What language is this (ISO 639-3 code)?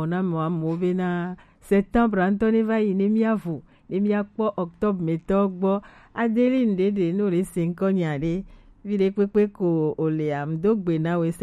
gej